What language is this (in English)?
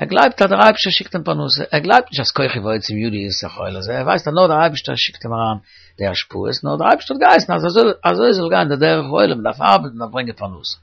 Yiddish